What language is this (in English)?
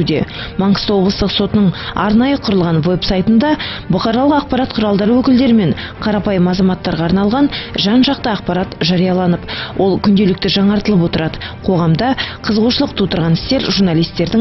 Kazakh